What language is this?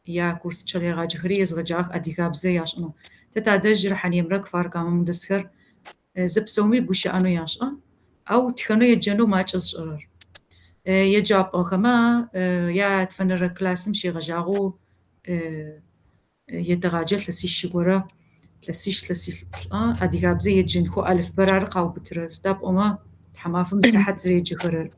Kabardian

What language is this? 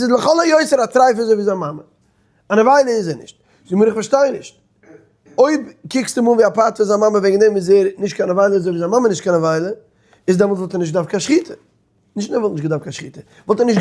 Yiddish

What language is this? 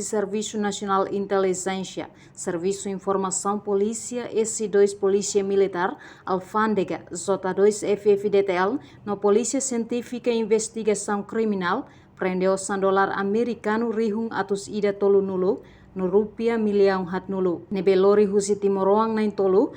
Tetum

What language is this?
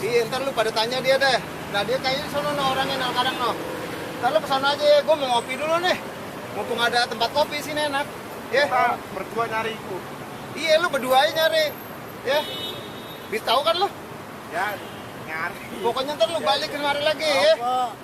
Betawi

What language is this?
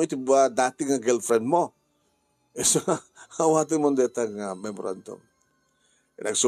Iloko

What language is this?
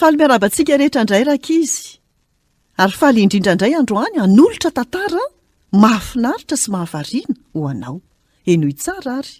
Malagasy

